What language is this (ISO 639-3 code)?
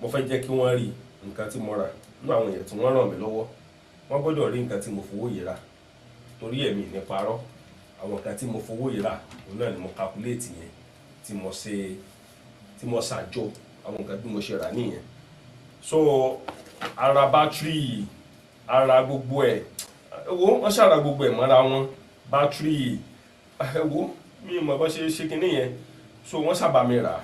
yor